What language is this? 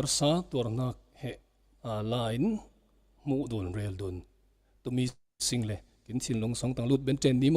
Falam Chin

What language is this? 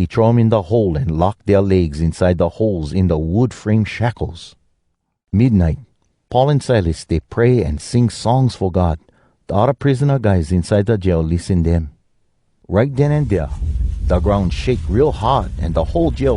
Hawai'i Creole English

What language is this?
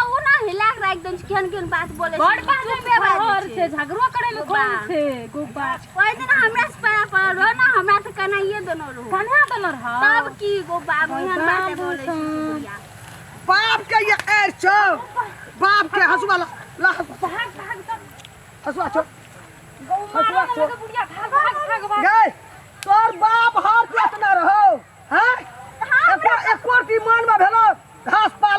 Maithili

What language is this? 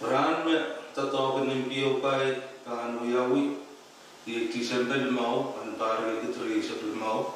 Pohnpeian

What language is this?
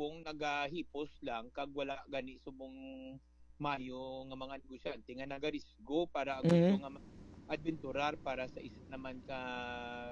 Hiligaynon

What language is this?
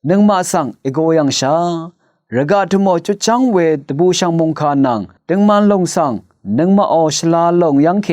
Rawang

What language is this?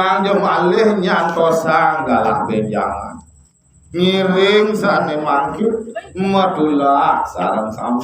Balinese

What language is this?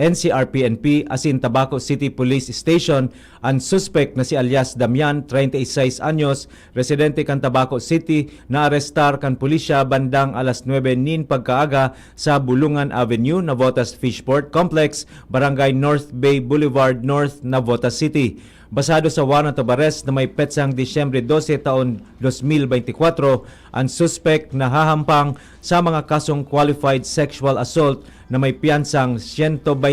Bikol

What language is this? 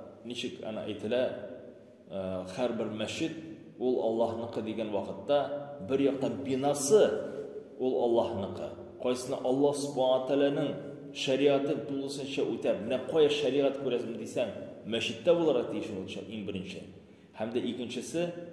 Tatar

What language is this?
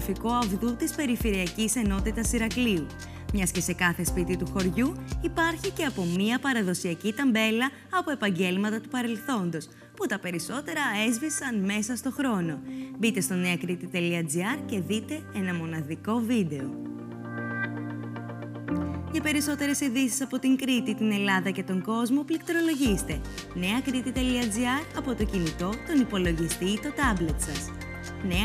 Greek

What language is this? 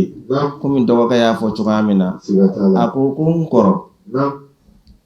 Bambara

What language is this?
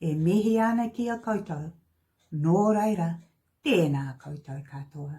Māori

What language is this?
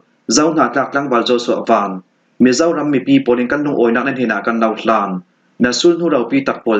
Falam Chin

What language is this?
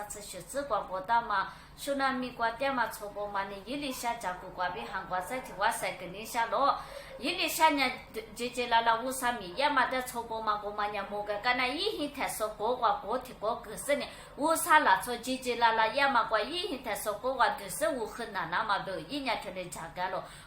Lisu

